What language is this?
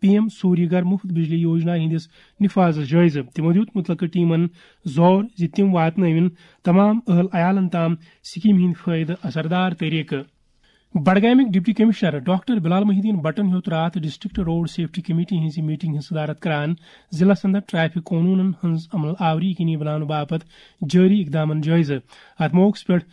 Kashmiri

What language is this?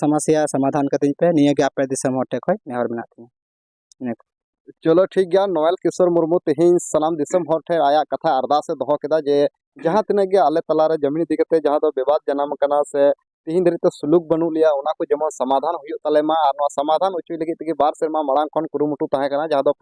Santali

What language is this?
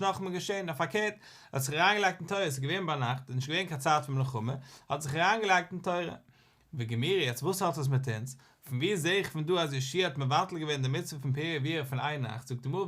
Yiddish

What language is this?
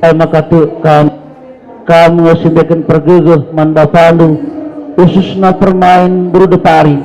Batak Karo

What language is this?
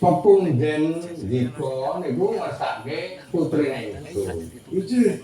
Javanese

